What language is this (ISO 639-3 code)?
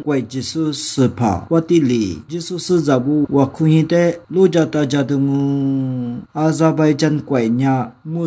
lis